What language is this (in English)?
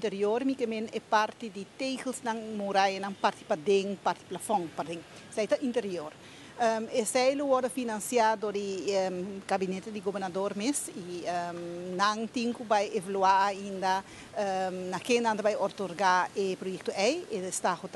Papiamento